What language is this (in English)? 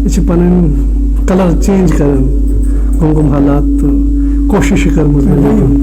Kashmiri